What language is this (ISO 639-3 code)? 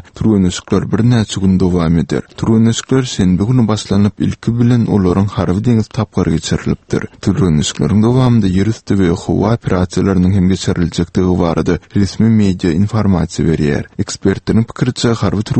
tuk